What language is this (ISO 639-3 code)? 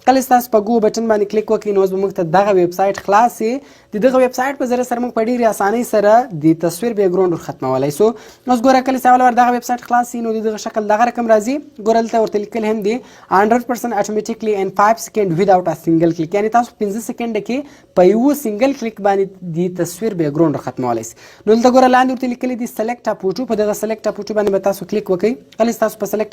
pus